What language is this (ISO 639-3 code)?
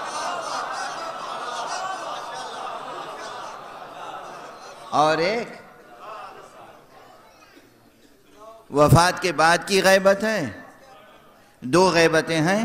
urd